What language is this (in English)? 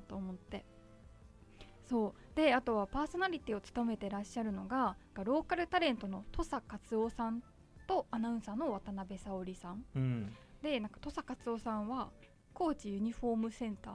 Japanese